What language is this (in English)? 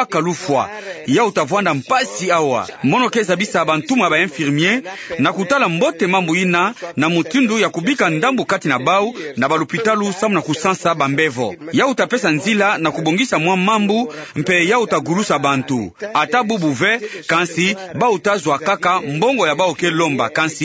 Kituba (Democratic Republic of Congo)